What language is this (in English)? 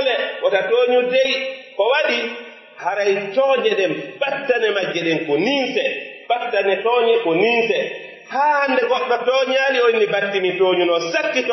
Pular